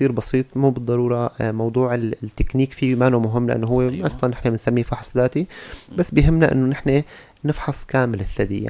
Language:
North Levantine Arabic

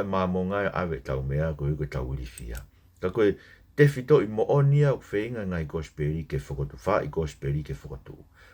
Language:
Tongan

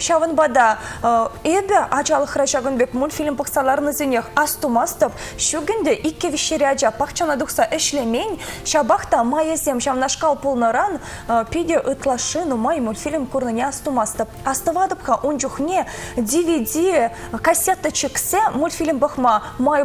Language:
Chuvash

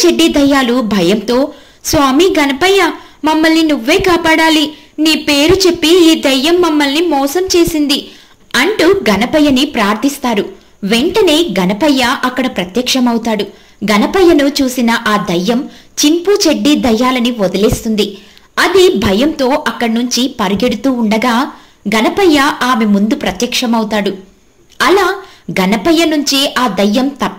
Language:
Telugu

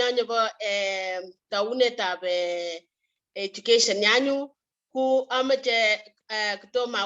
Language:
Kalenjin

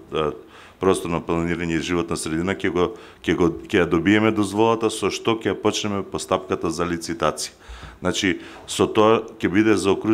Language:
Macedonian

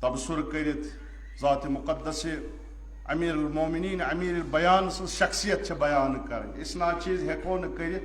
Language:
Kashmiri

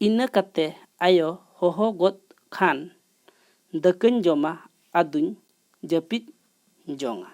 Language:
Santali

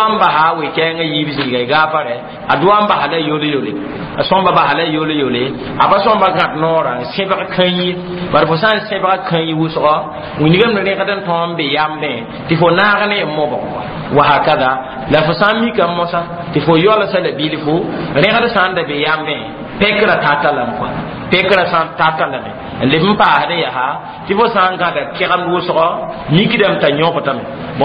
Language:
Mossi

